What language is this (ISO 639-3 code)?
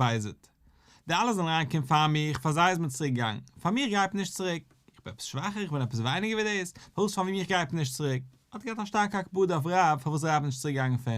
yid